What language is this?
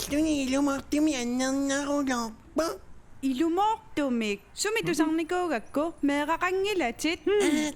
Kalaallisut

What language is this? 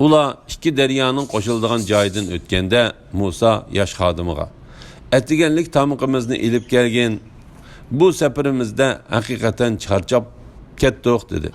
Uyghur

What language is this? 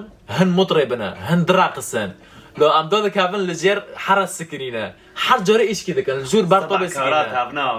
Kurdish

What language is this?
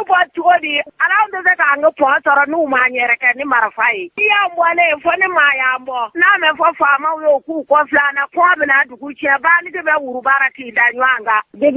Bambara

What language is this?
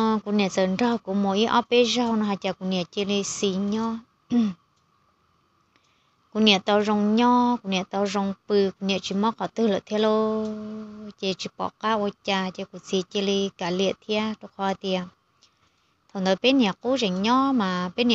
Vietnamese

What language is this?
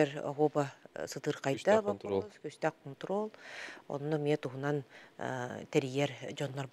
Yakut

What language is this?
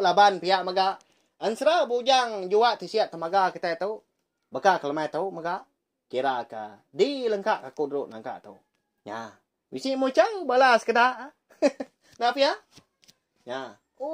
Iban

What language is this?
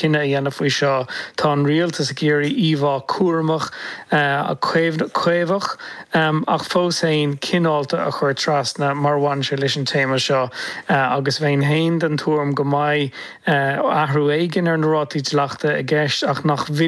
Irish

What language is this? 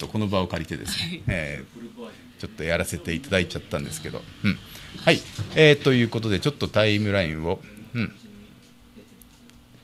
Japanese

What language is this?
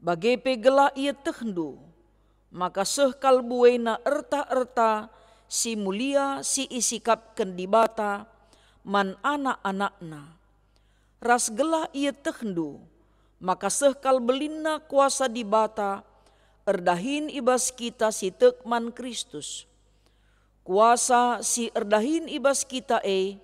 Batak Karo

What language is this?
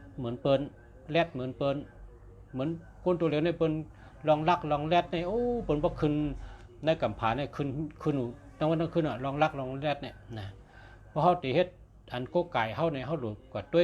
Shan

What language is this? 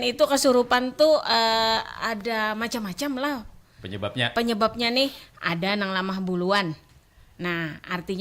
Banjar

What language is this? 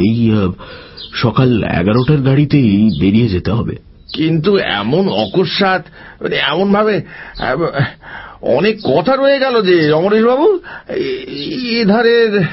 Bangla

